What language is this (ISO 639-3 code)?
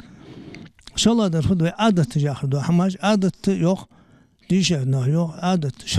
inh